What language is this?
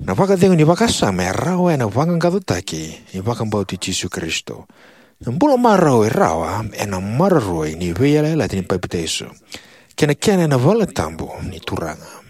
Fijian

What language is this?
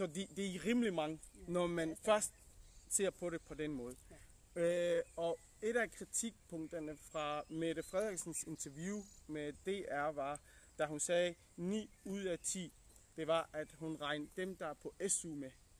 Danish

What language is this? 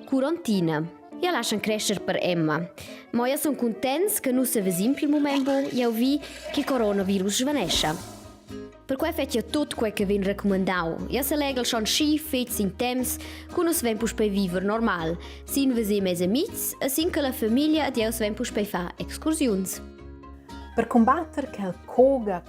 Romansh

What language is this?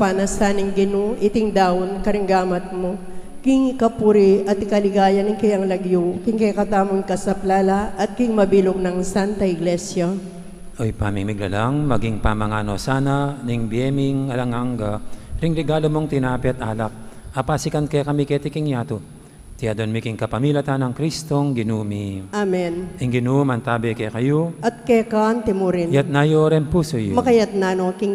Pampanga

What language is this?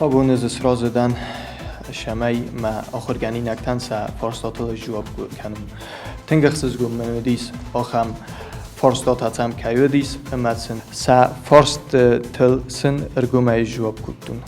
Ossetic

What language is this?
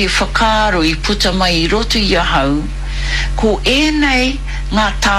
Māori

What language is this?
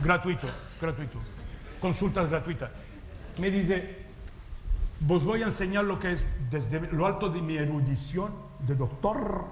Ladino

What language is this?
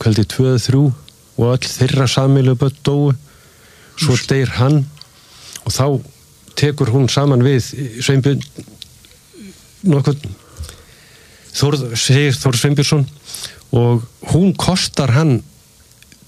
Icelandic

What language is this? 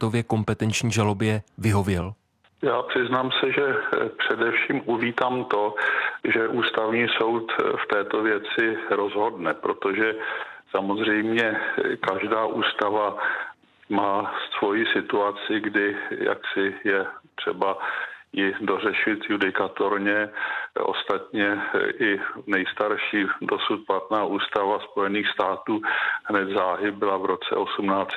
Czech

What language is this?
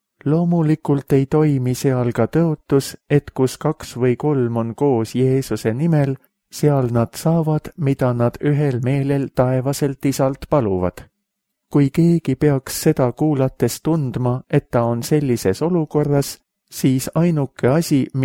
Estonian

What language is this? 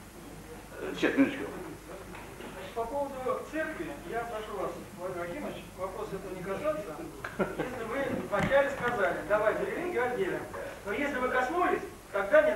Russian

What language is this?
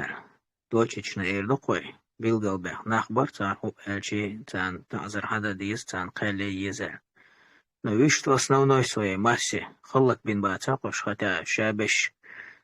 Chechen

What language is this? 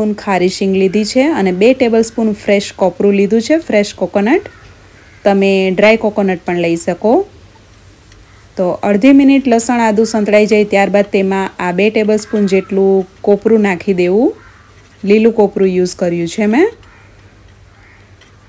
Gujarati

